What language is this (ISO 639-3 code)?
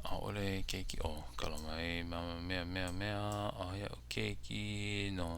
haw